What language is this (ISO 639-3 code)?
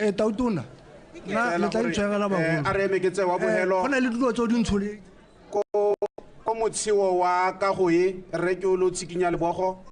tsn